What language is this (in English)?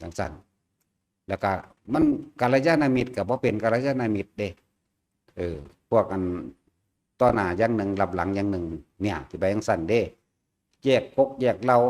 Lao